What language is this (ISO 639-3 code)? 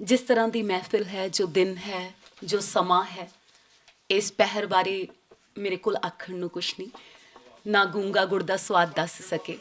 lah